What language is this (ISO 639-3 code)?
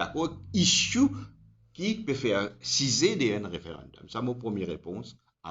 mfe